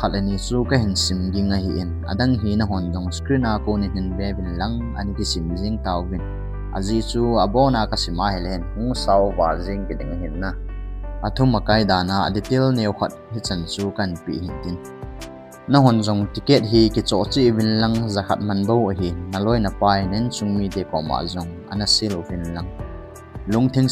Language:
Thado Chin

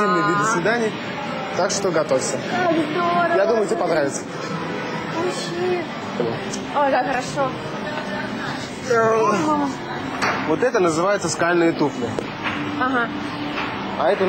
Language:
Russian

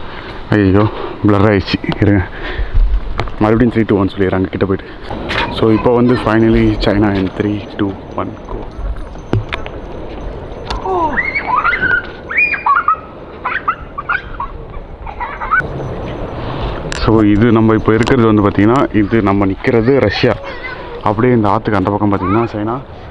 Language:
Tamil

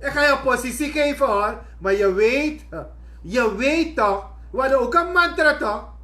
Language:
Sranan Tongo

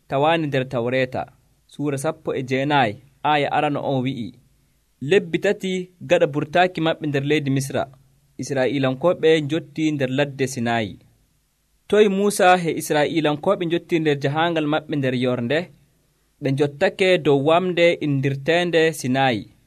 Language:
Nigerian Fulfulde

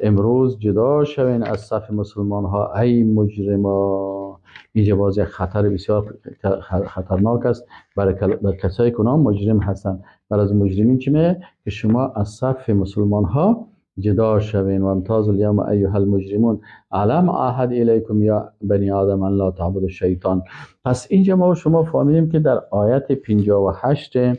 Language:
Persian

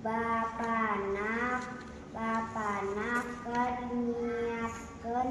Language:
Sundanese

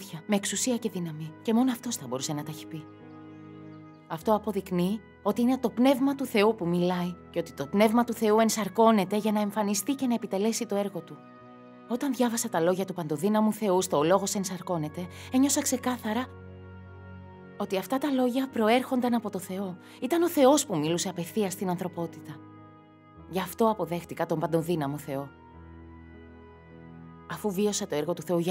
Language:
Greek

